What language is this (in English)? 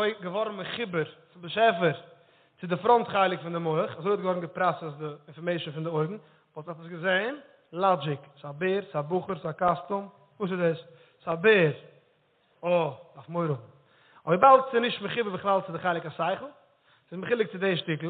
Yiddish